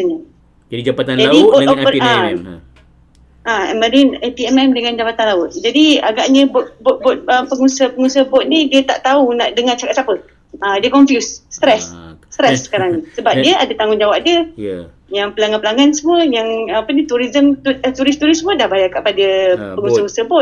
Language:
Malay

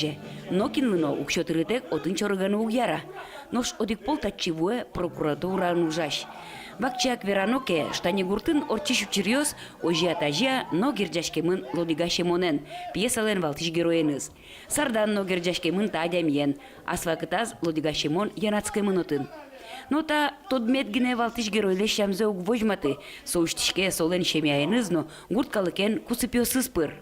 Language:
Udmurt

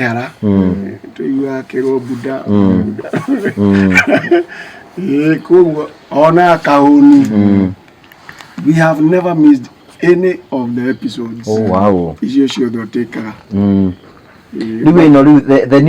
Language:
Kikuyu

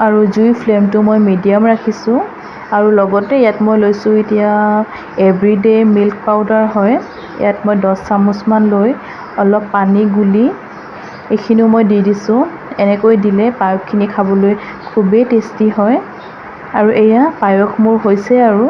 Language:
Assamese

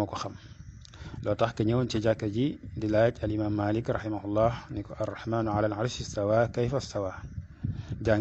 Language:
Wolof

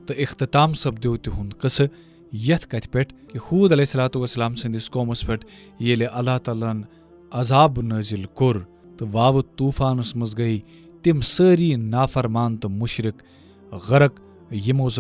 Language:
Kashmiri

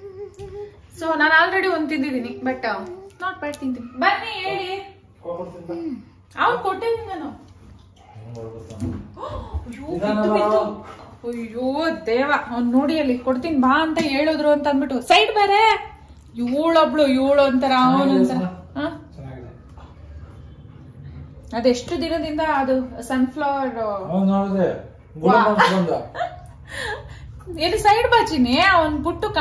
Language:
Kannada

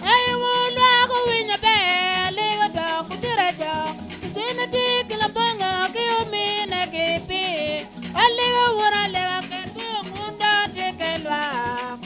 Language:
Acoli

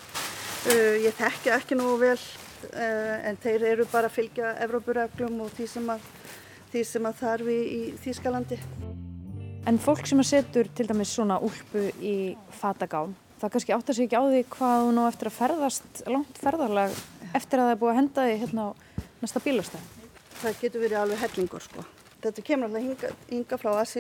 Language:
Icelandic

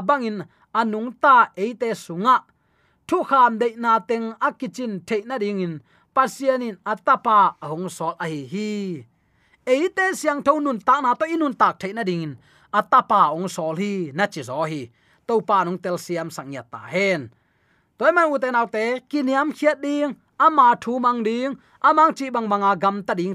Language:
Tedim Chin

